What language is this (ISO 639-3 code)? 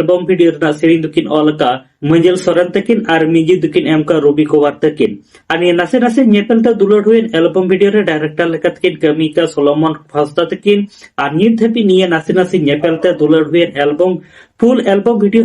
sat